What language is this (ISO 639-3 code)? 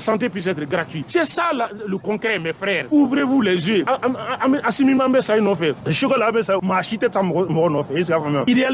bam